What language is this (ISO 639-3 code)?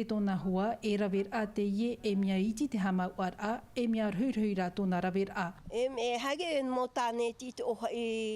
tah